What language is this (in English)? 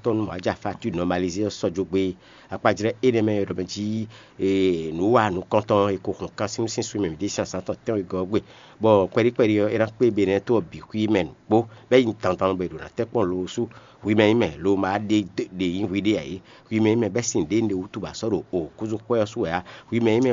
Fon